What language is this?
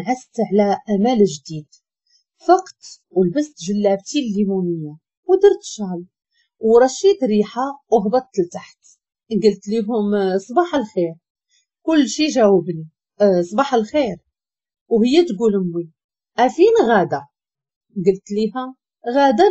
Moroccan Arabic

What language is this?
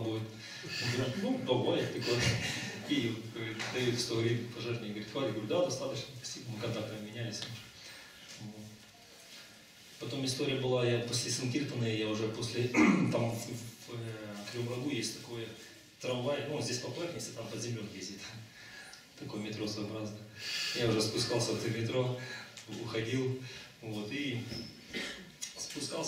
Russian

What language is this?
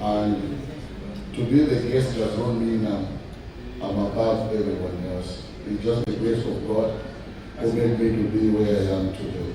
Nyanja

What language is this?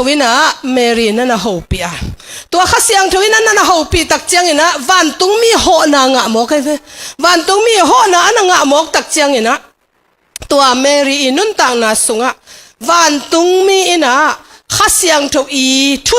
Tedim Chin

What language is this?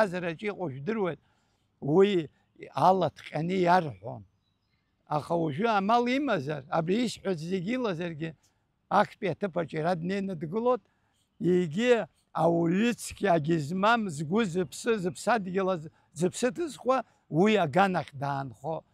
Abkhazian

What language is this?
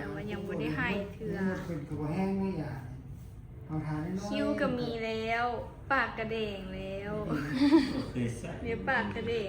Lao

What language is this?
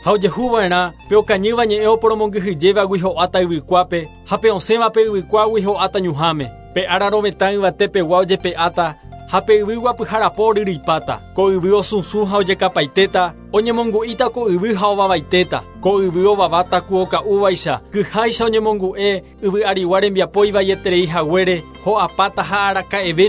Guarani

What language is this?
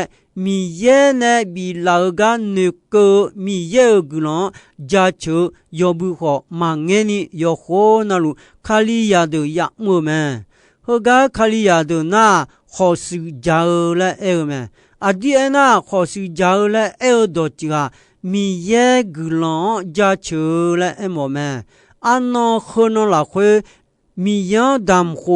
Akha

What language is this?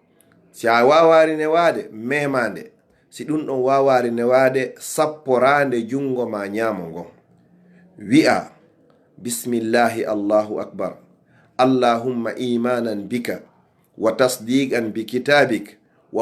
Fula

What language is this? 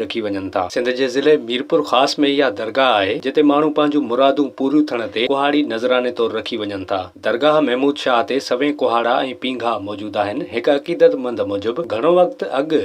Sindhi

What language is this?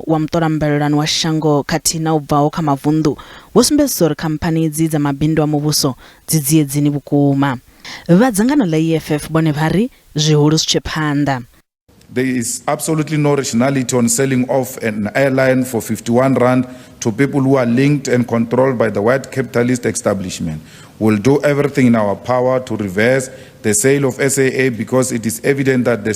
Venda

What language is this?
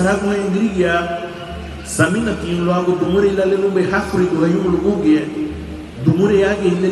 Garifuna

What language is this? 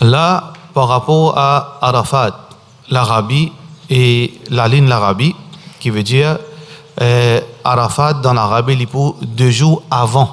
Morisyen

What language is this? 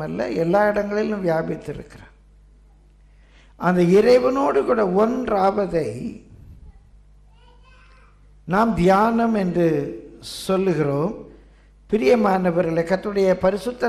Tamil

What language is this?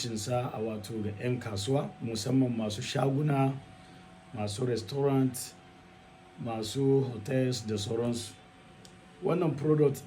Hausa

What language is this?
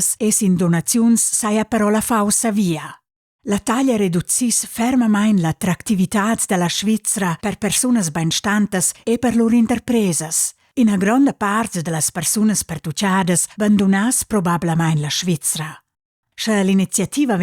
Romansh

